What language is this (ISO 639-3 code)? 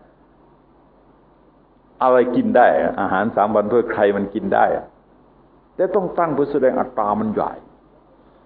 tha